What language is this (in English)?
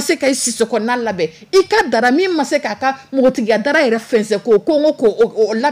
Dyula